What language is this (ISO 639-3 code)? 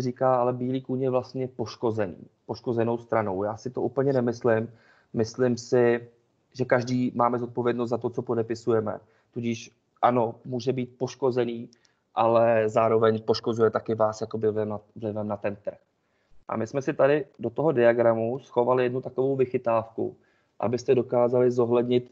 ces